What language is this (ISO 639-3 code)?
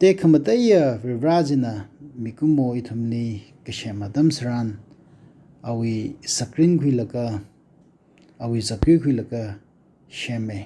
nmf